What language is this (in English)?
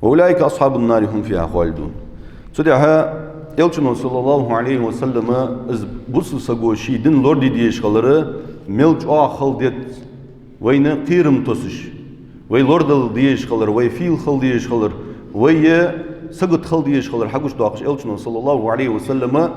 Ingush